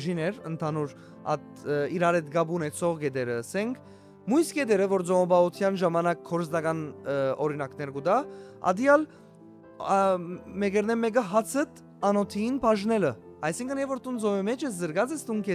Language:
Western Armenian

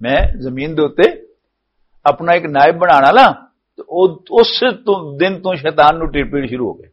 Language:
Western Panjabi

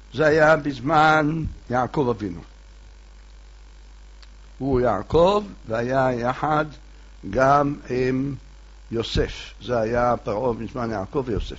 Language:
Hebrew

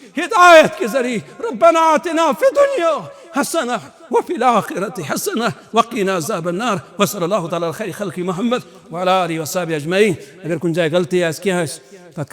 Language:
Kashmiri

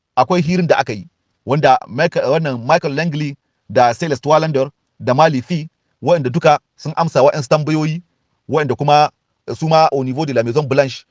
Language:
Hausa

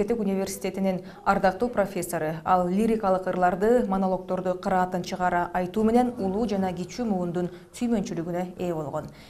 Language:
Kyrgyz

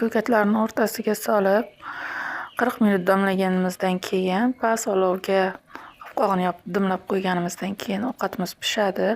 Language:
Uzbek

